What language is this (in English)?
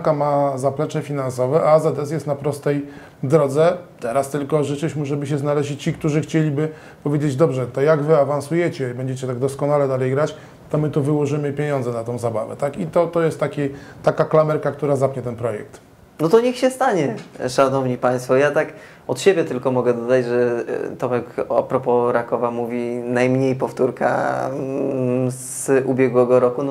Polish